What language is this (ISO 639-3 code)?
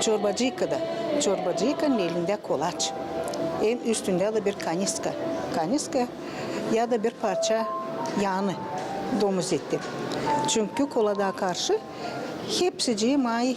gag